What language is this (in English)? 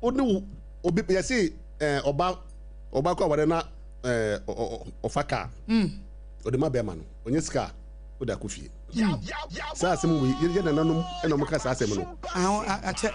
Akan